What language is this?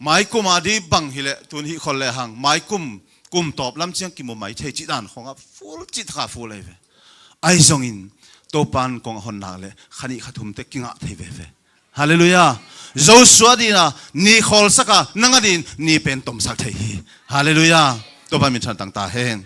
Tedim Chin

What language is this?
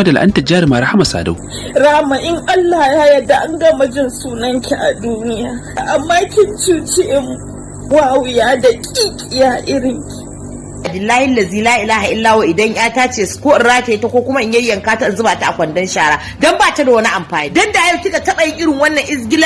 Hausa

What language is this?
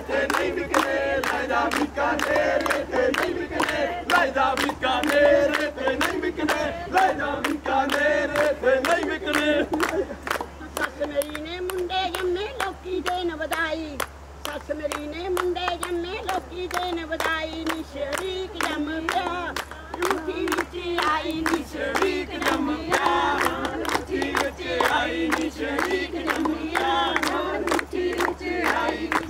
Punjabi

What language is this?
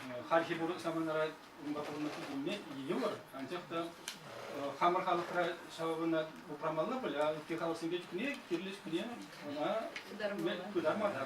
Chuvash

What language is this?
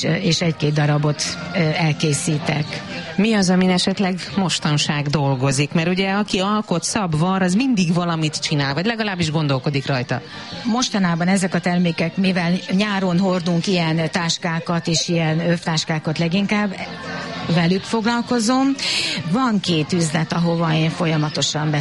Hungarian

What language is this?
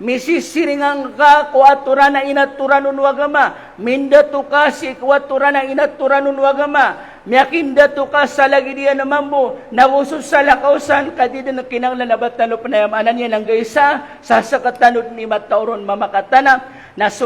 Maranao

